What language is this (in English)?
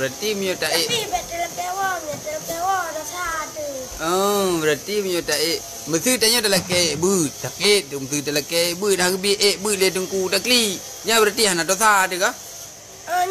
Achinese